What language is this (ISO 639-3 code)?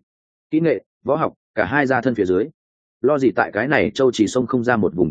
vie